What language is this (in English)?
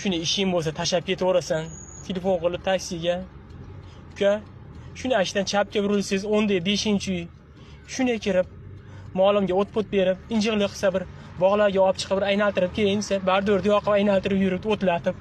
Uzbek